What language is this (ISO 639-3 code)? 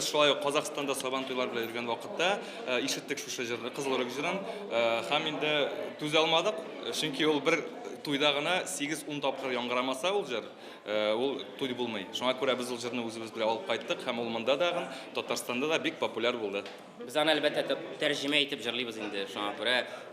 tat